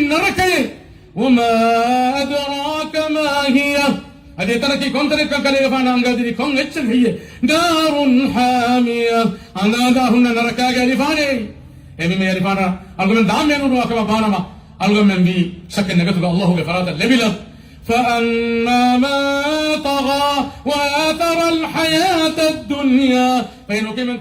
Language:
Divehi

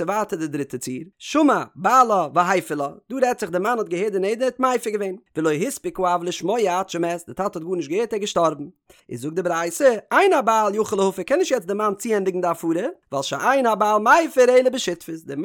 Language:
Yiddish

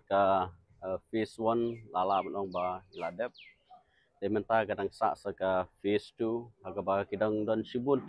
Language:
Khasi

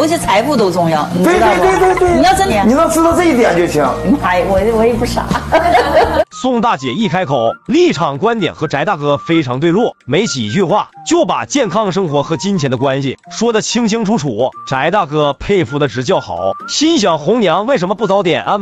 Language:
Chinese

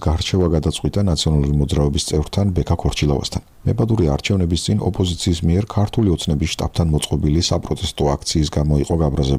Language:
Georgian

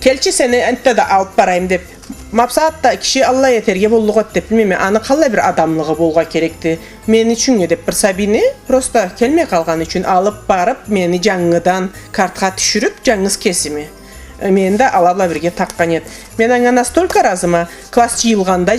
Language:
Karachay-Balkar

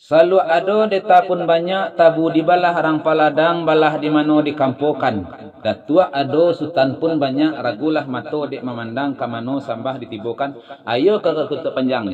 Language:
Minangkabau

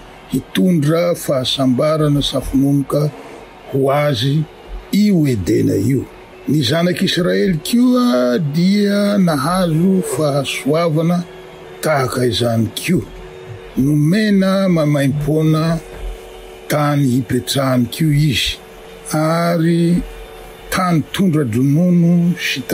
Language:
Malagasy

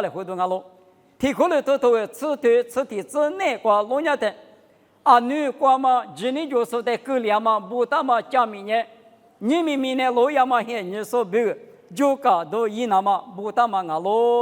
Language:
Lisu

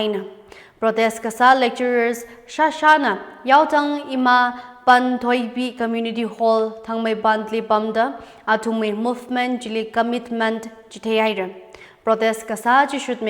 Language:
Tangkhul Naga (India)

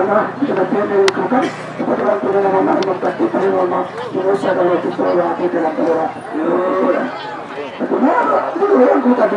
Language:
Minangkabau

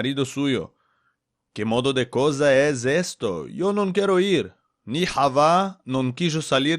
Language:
Ladino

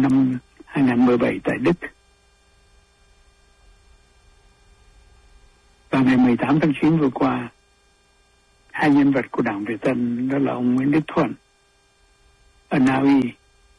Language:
Vietnamese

